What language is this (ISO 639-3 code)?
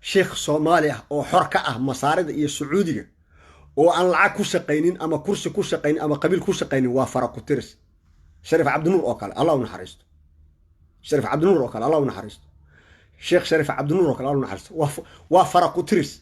som